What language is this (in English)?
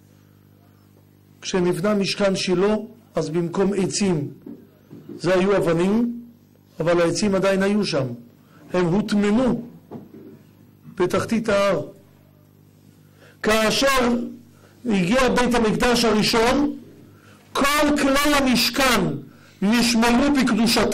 Hebrew